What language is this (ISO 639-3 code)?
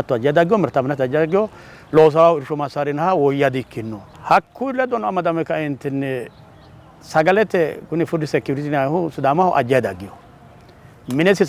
sid